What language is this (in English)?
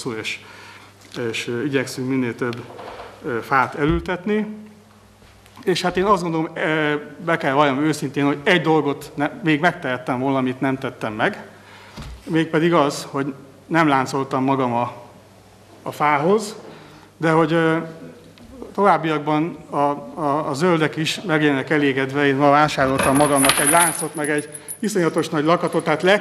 Hungarian